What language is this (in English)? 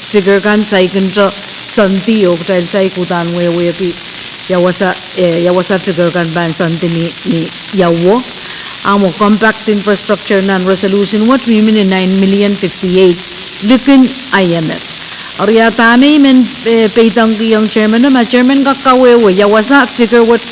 Pohnpeian